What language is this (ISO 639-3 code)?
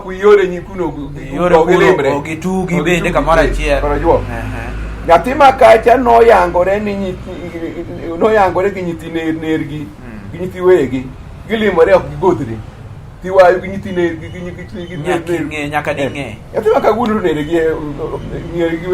luo